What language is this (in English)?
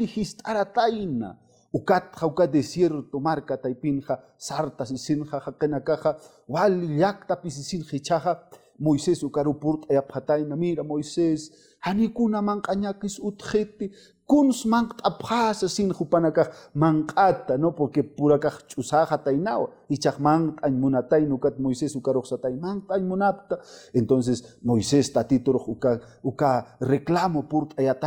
Aymara